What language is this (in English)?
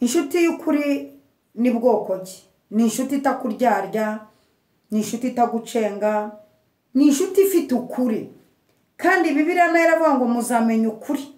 Kinyarwanda